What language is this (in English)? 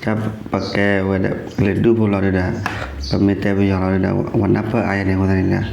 S'gaw Karen